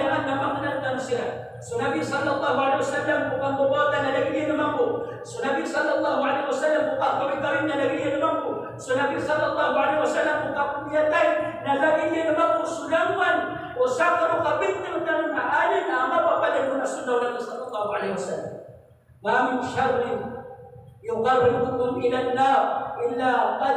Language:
Maranao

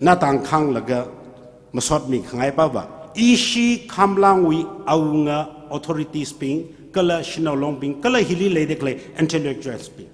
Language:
Tangkhul Naga (India)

